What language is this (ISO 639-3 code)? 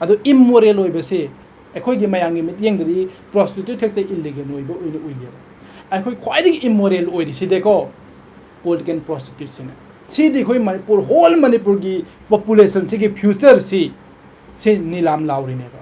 mni